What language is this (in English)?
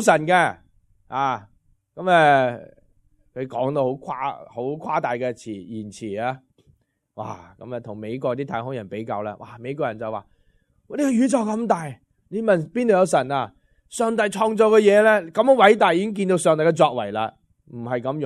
Cantonese